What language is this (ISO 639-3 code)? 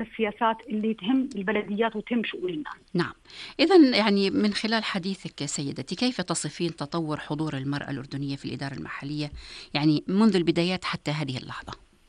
apc